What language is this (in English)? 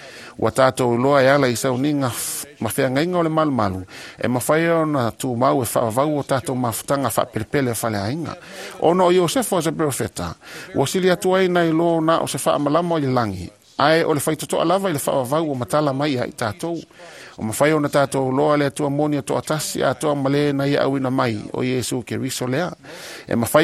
Samoan